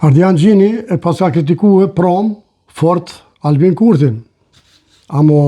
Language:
Albanian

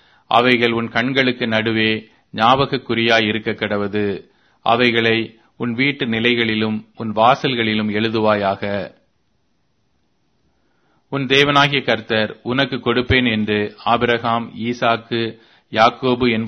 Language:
Tamil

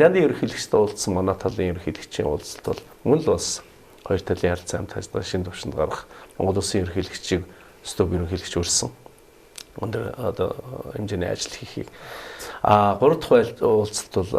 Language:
Mongolian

